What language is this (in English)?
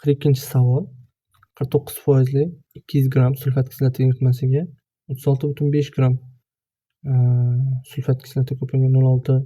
Uzbek